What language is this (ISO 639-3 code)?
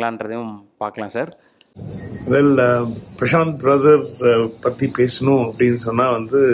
tam